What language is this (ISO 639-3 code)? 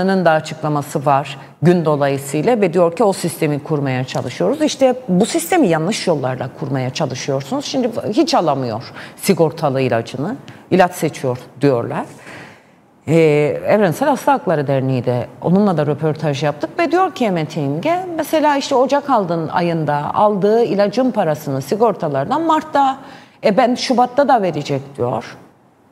tur